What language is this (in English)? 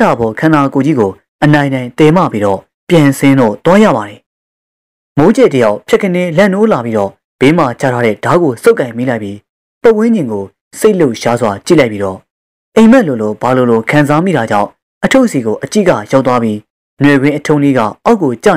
Burmese